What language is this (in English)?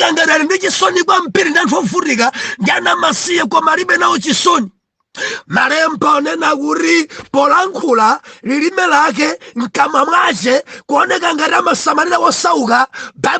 Nyanja